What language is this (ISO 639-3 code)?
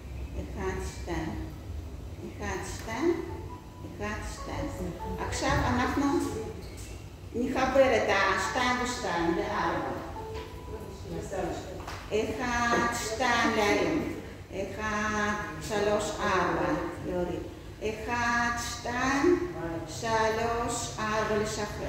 heb